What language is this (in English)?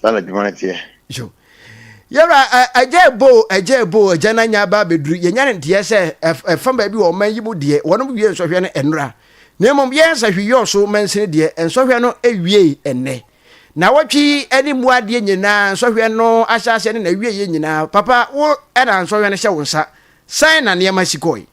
Akan